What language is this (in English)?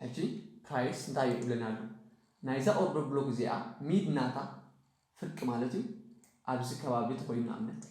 Tigrinya